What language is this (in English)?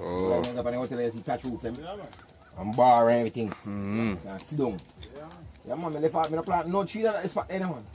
Jamaican Creole English